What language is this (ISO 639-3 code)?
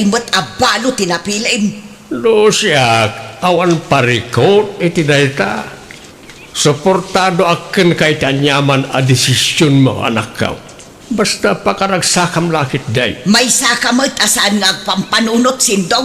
ilo